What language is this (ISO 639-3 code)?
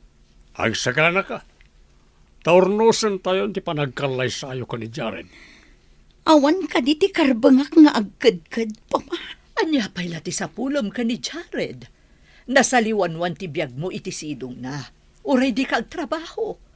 ilo